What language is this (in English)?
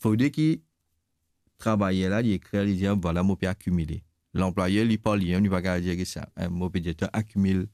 Morisyen